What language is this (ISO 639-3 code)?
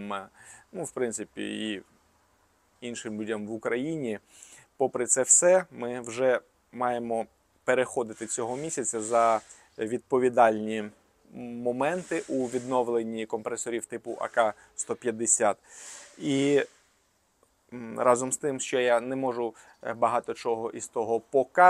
ukr